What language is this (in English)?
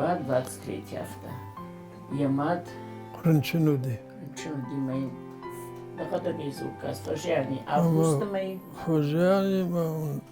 Ossetic